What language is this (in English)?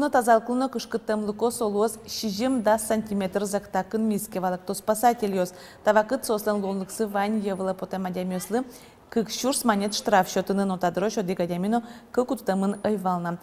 Udmurt